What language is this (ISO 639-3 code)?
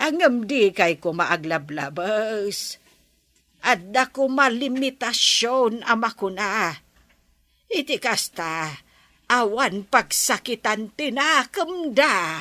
ilo